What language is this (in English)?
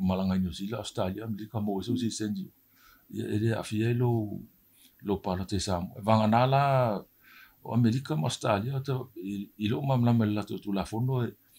Samoan